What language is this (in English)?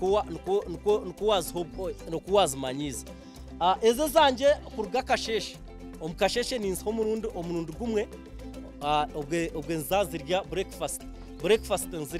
Nyankole